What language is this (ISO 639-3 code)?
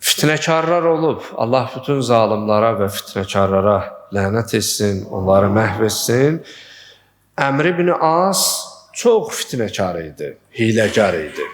aze